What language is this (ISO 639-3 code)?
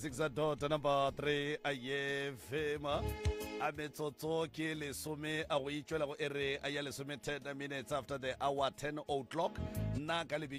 nso